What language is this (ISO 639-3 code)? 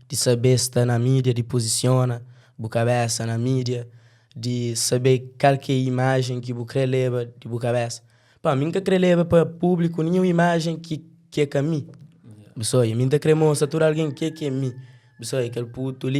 kea